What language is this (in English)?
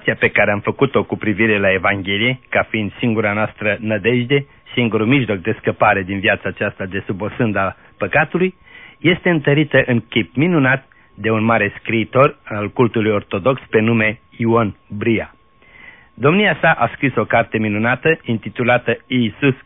Romanian